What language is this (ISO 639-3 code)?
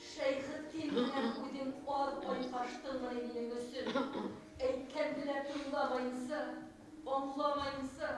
bak